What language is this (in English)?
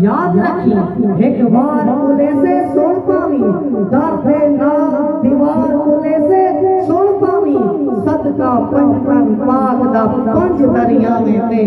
Saraiki